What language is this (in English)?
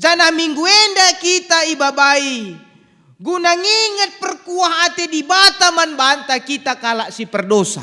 Batak Karo